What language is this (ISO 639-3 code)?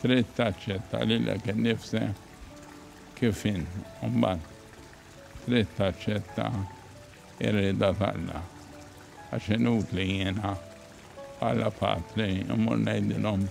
mlt